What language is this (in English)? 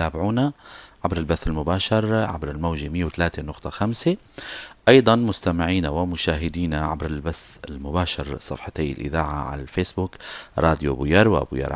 North Levantine Arabic